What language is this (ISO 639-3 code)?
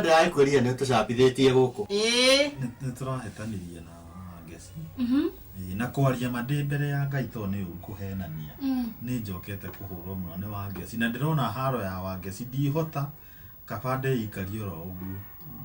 kik